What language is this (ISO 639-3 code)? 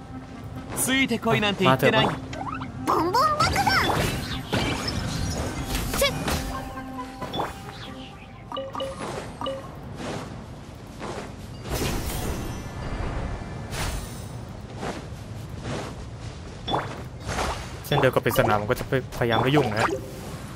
tha